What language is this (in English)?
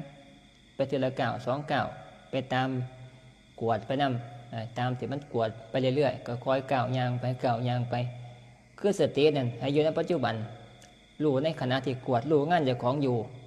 Northeastern Thai